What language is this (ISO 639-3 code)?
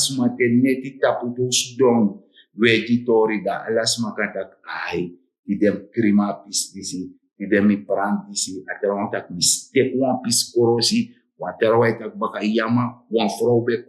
srn